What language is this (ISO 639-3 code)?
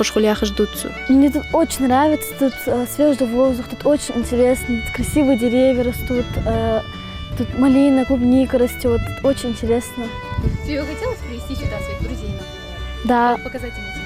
inh